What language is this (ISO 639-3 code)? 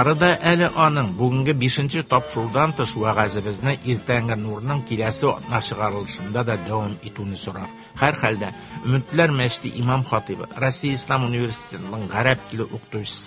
tat